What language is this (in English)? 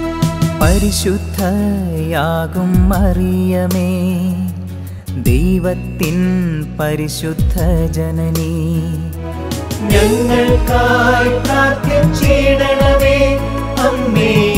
Malayalam